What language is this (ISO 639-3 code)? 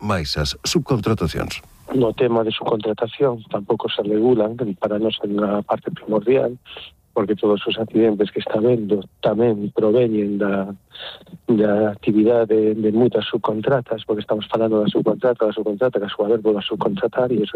glg